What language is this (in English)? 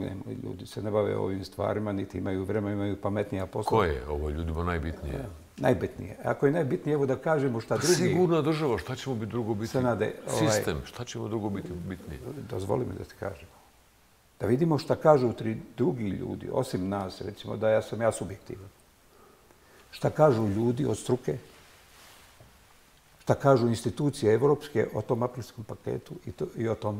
Bosnian